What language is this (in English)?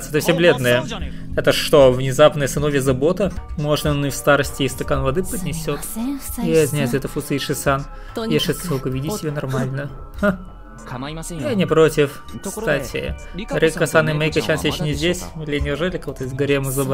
Russian